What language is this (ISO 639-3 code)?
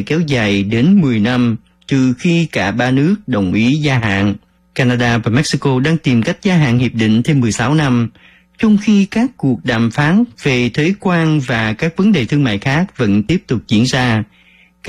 vie